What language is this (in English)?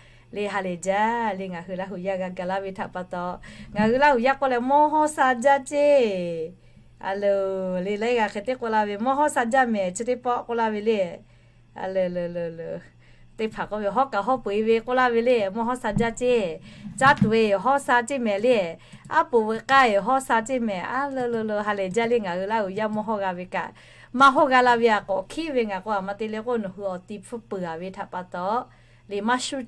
Lahu